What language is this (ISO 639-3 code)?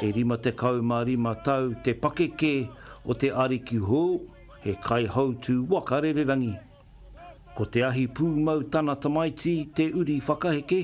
mri